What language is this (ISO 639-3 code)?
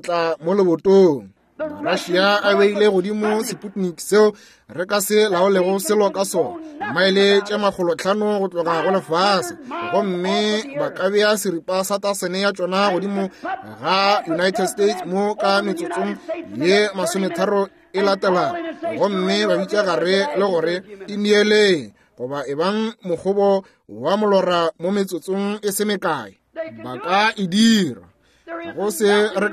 nso